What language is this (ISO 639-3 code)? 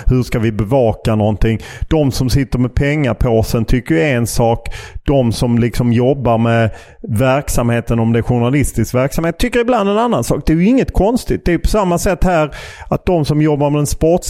swe